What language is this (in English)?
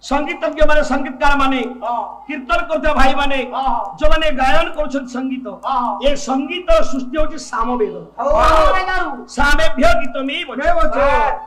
Odia